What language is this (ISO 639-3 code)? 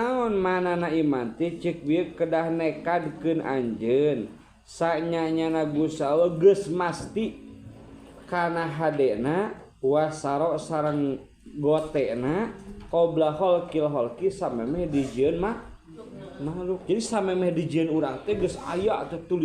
sun